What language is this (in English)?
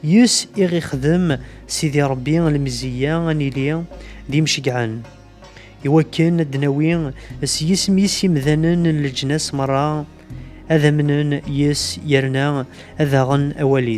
Kabyle